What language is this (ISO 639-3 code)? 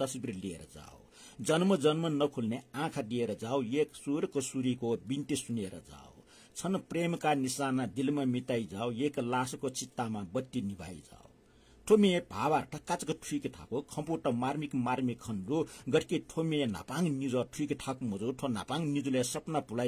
new